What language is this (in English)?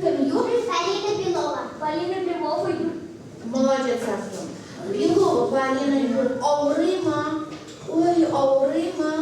Tatar